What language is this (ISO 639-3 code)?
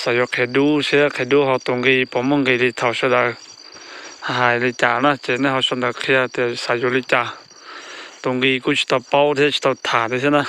hmn